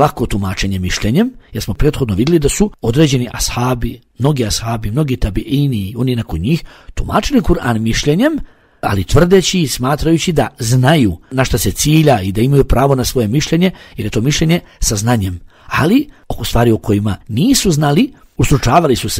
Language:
Bosnian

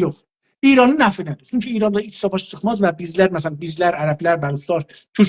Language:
South Azerbaijani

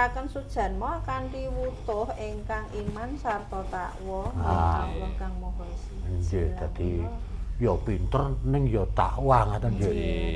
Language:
Javanese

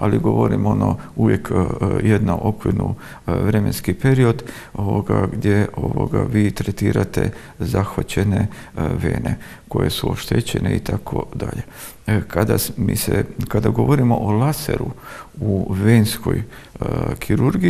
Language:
Croatian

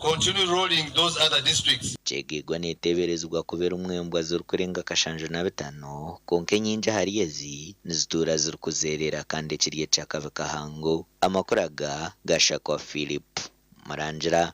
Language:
Nyankole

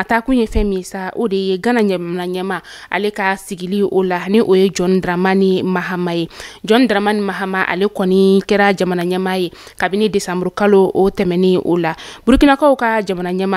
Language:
Bambara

